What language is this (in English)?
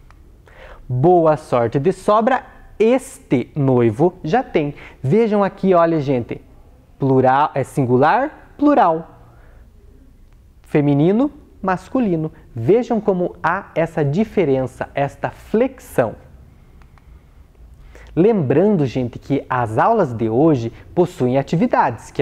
Portuguese